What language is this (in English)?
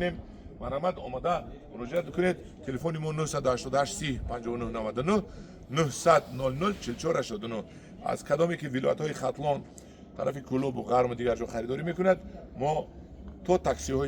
Tajik